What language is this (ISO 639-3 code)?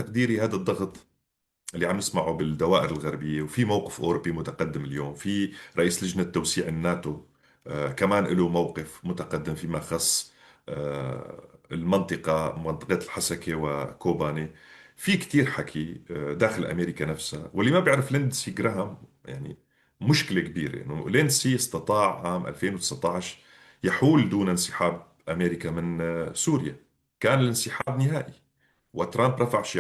apc